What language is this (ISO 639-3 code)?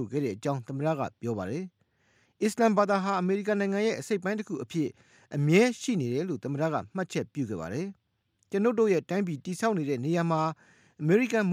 mya